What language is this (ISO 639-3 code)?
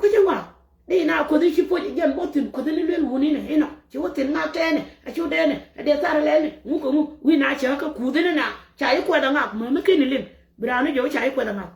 nus